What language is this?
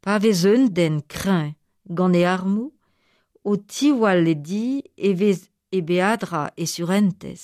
Breton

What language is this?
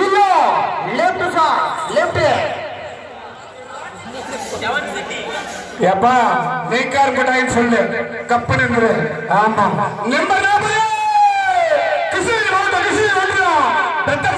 Tamil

